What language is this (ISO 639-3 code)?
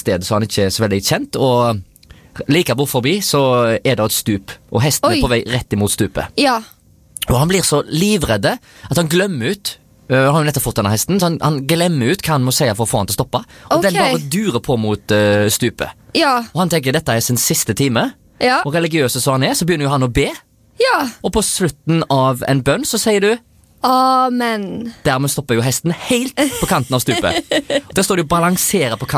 nor